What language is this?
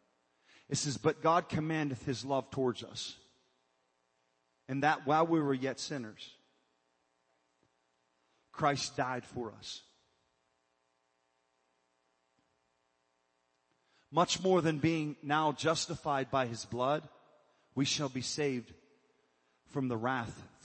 English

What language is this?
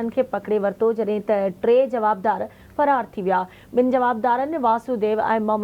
Sindhi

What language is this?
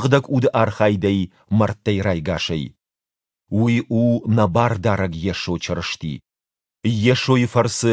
Ossetic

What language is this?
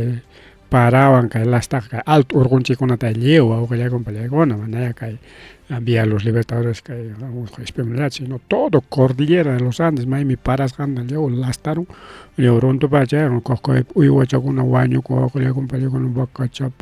Ayacucho Quechua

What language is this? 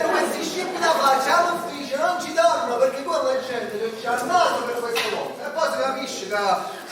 Neapolitan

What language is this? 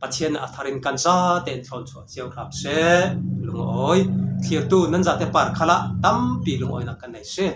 Falam Chin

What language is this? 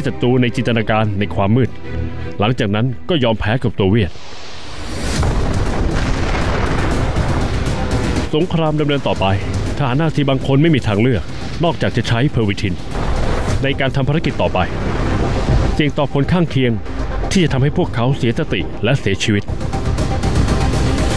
Thai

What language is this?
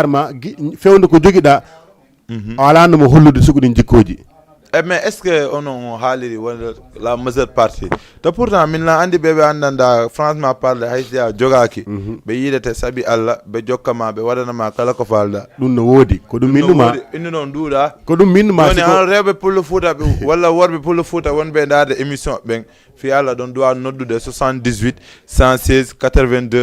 Fula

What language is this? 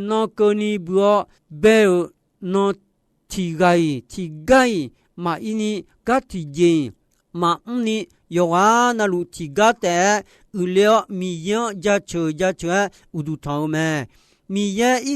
Akha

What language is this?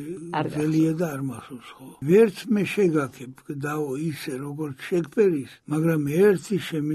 Georgian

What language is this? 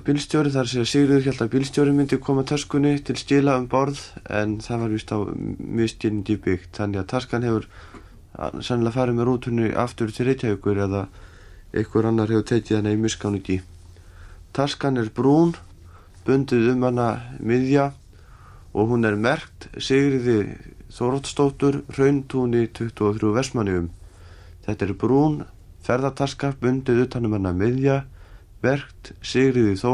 Icelandic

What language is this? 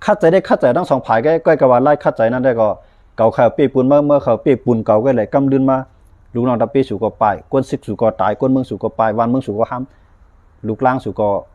Shan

